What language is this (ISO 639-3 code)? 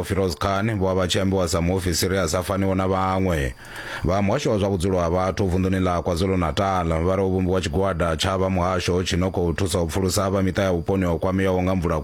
ven